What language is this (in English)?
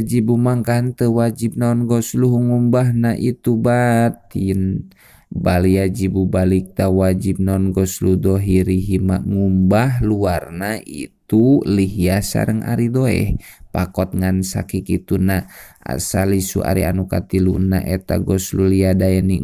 Sundanese